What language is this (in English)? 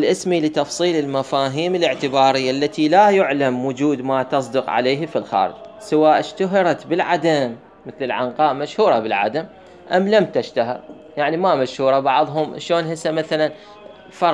Mesopotamian Arabic